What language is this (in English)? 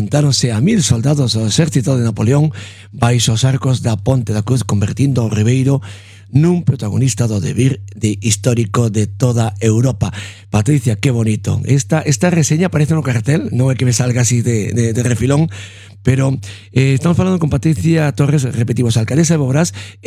Galician